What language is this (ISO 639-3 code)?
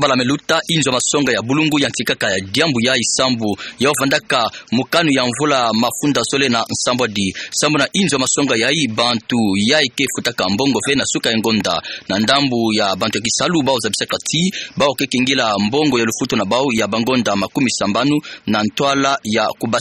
ktu